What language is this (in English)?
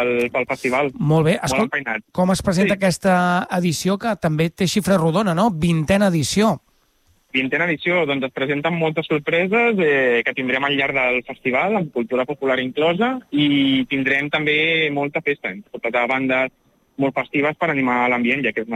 Catalan